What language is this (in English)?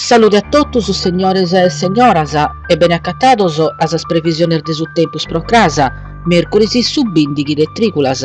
Sardinian